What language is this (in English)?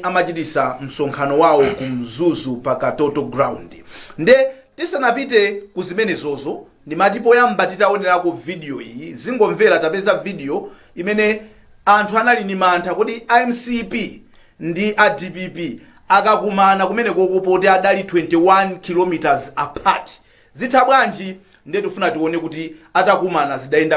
Nyanja